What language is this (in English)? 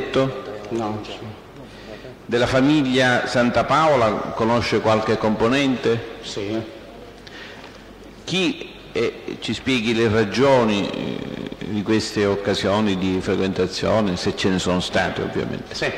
Italian